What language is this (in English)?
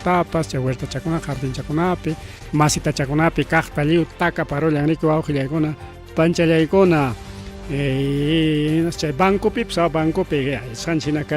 Ayacucho Quechua